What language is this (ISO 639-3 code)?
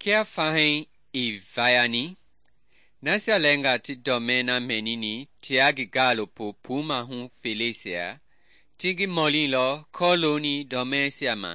men